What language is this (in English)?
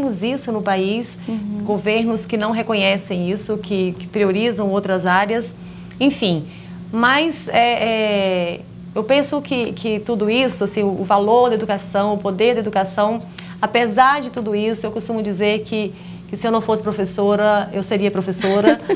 Portuguese